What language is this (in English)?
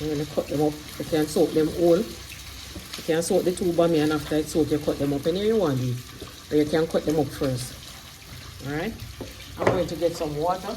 Jamaican Creole English